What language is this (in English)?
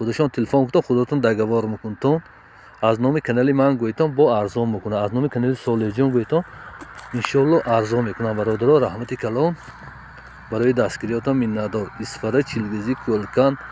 Tajik